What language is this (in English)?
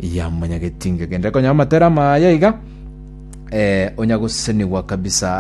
Gusii